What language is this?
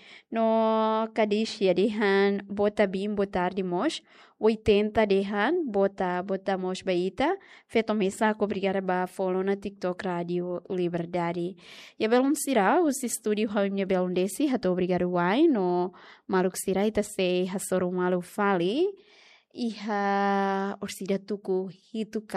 Tetum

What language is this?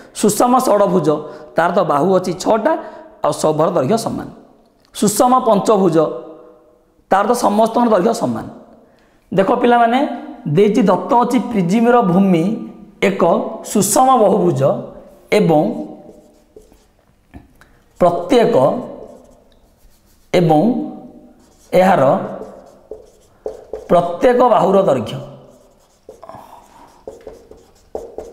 Odia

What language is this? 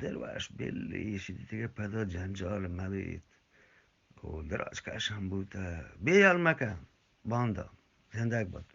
Eastern Balochi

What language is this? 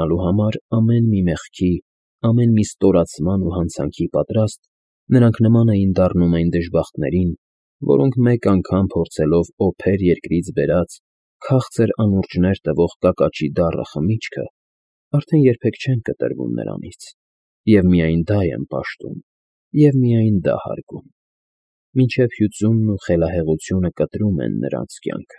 Armenian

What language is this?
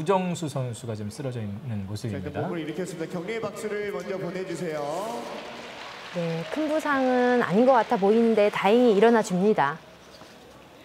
Korean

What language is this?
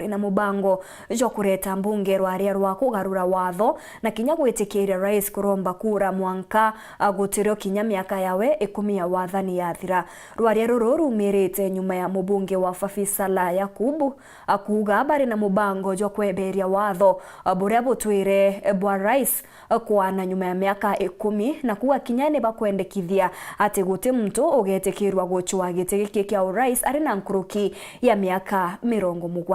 Meru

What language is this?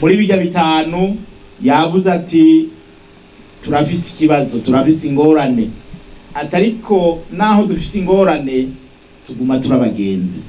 Rundi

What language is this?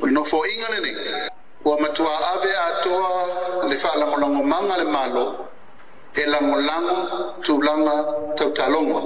Samoan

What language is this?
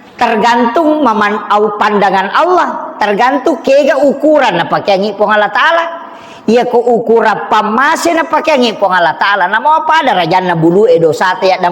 Buginese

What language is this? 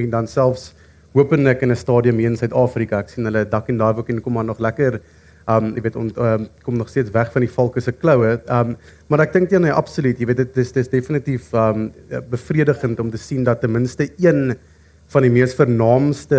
Afrikaans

